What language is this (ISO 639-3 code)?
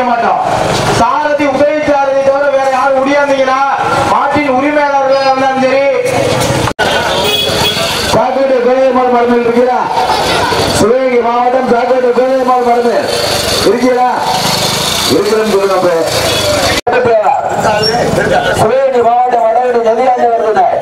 tam